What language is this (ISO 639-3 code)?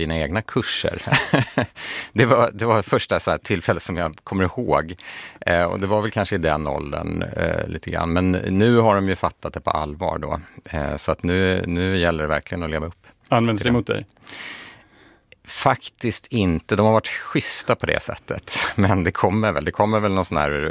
swe